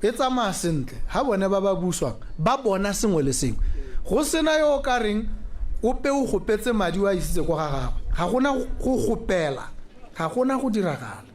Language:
Tswana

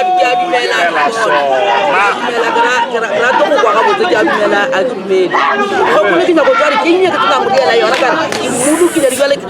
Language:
Northern Sotho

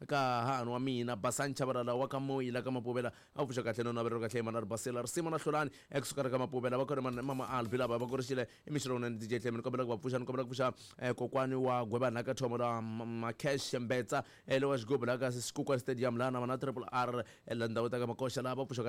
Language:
Tsonga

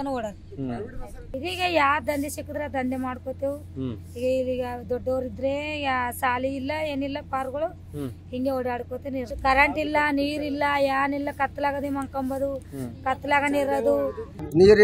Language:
Kannada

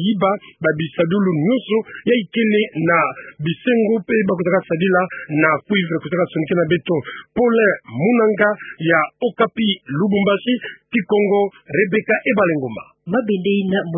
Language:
Kituba (Democratic Republic of Congo)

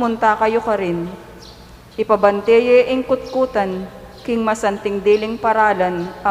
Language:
Pampanga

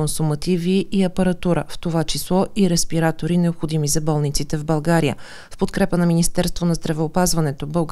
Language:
Bulgarian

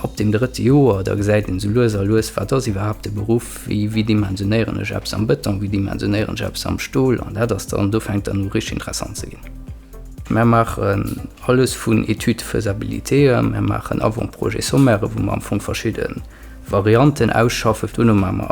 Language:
Luxembourgish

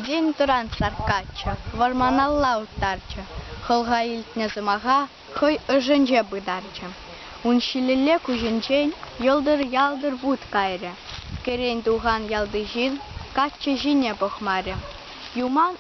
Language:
Chuvash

